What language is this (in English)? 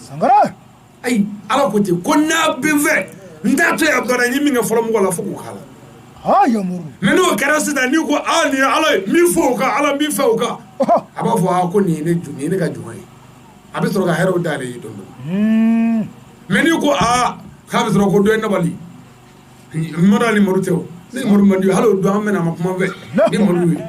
Bambara